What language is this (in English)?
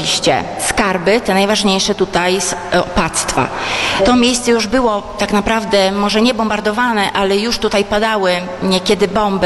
Polish